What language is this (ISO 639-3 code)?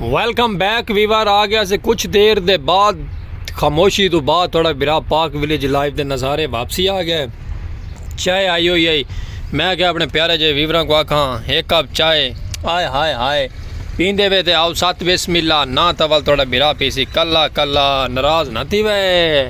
skr